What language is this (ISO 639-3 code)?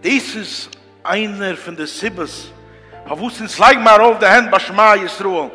yid